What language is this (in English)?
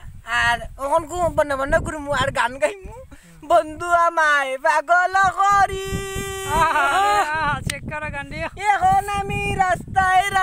Sylheti